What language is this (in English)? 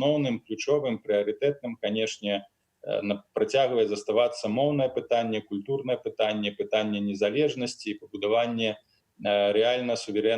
Belarusian